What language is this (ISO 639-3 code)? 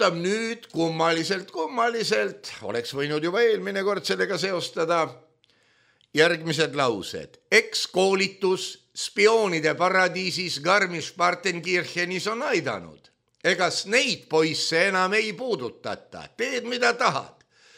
est